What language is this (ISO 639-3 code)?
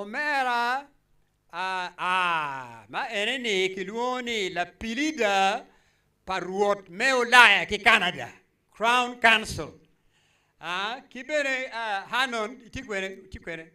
ach